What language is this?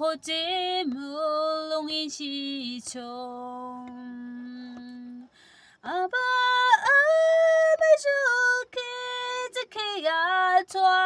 Yimchungru Naga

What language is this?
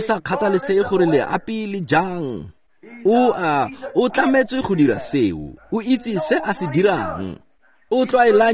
Tswana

